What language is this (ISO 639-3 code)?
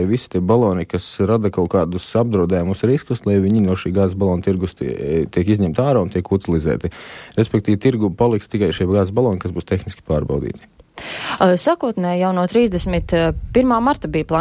lav